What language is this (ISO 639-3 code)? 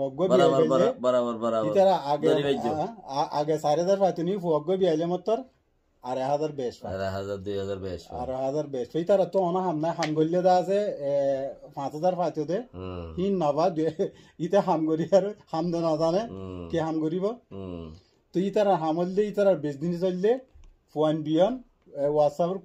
rhg